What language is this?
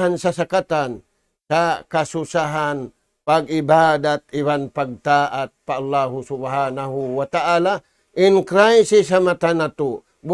Tausug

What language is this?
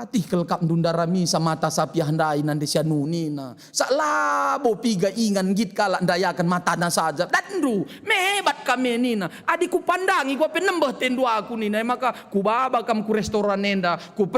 Batak Karo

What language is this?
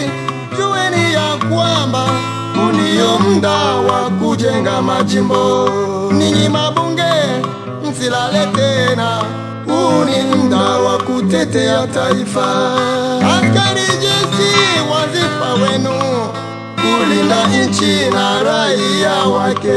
Swahili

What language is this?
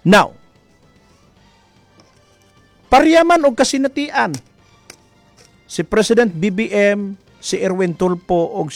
Cebuano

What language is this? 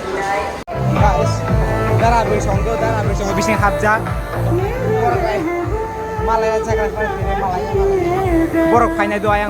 Kok Borok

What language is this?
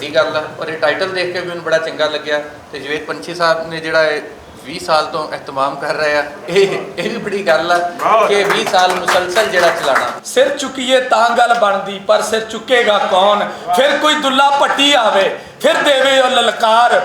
Western Panjabi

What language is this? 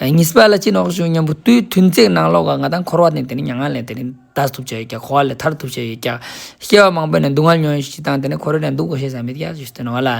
Ladakhi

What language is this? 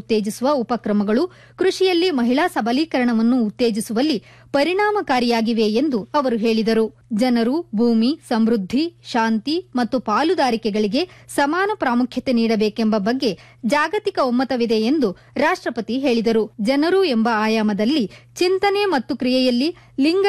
Kannada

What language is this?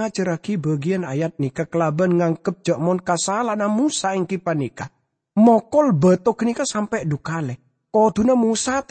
Madurese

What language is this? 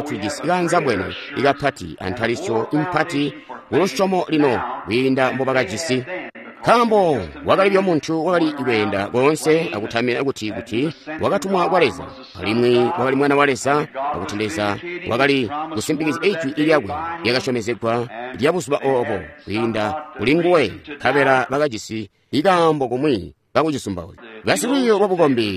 Tonga (Zambia)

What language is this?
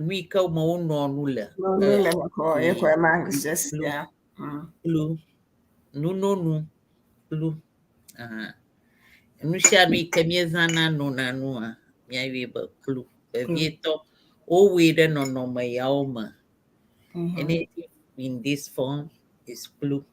Ewe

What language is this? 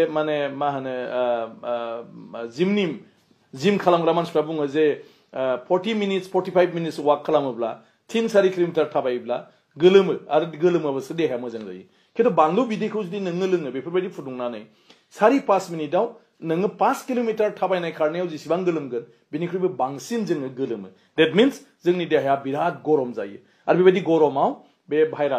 Bodo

